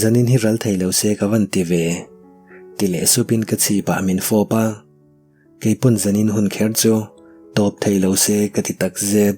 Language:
Mizo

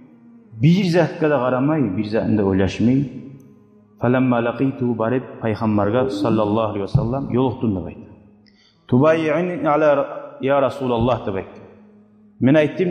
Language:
Kumyk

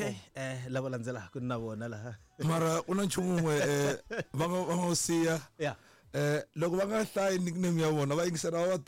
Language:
Tsonga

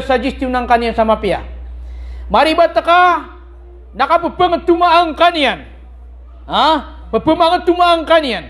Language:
Maranao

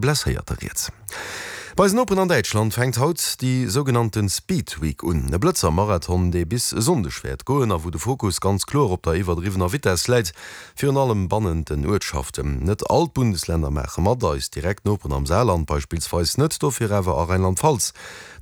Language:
Luxembourgish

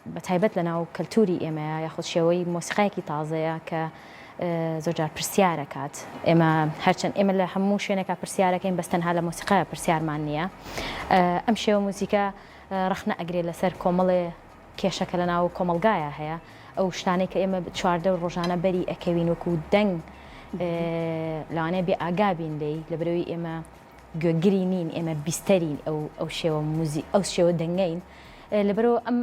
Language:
Central Kurdish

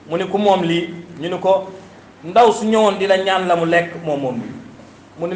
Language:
Wolof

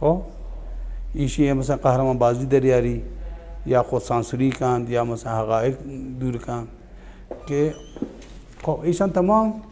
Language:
Baluchi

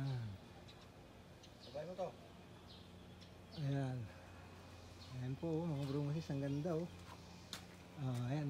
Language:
Filipino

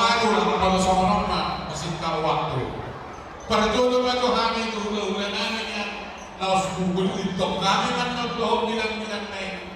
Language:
Batak Toba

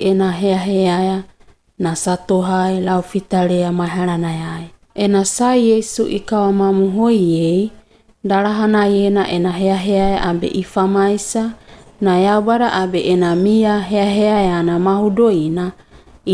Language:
Wagawaga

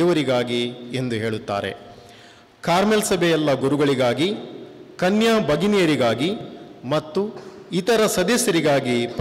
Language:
Kannada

